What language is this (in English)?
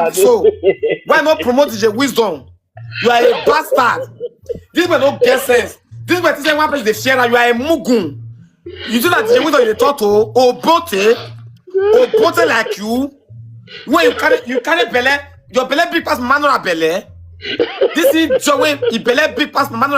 Nigerian Pidgin